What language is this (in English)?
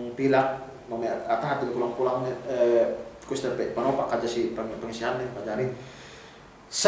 Yakan